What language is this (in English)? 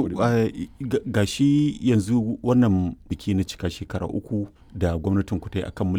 Hausa